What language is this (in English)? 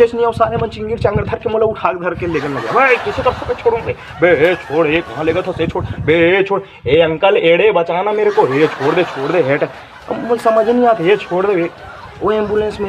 Chhattisgarhi